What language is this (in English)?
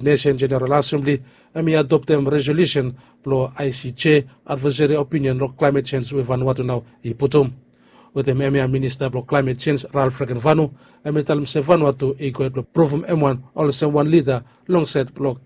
Bislama